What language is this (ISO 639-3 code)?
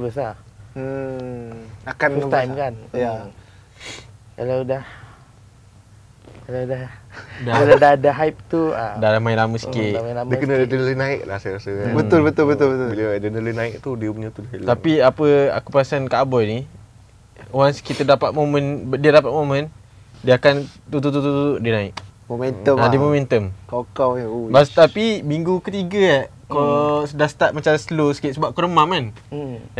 msa